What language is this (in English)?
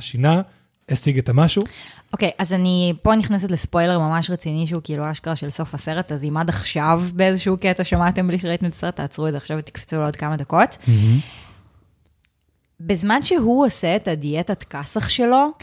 Hebrew